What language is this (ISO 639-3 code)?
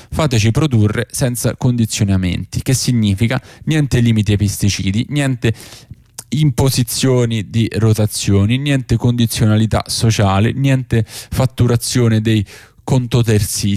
ita